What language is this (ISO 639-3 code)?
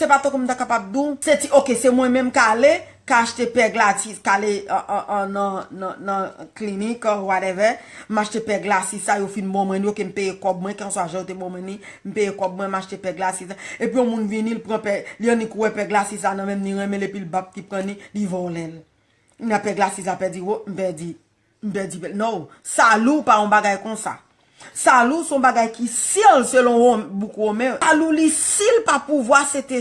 hat